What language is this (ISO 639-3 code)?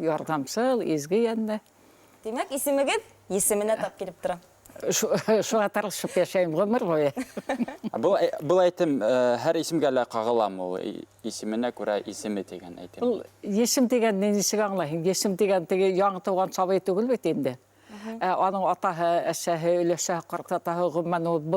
bak